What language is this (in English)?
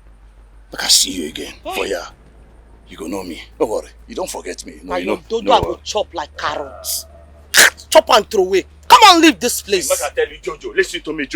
Nigerian Pidgin